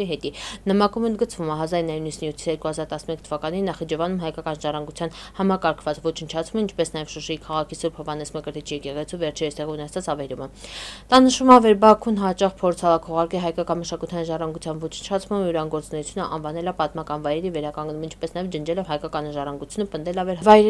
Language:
Armenian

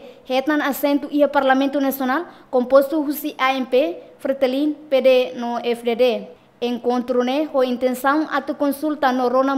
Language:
Tetum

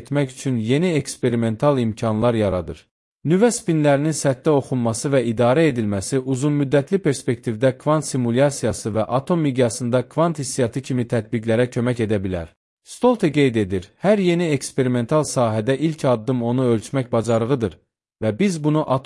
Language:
Azerbaijani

